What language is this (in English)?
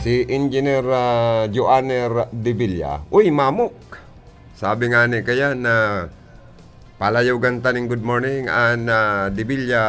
Bikol